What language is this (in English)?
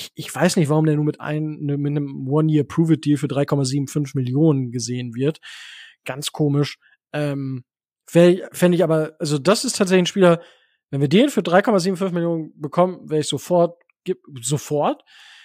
German